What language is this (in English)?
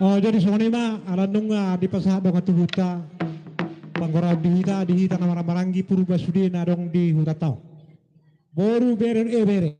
Batak Toba